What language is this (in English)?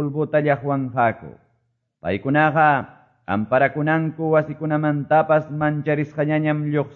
Quechua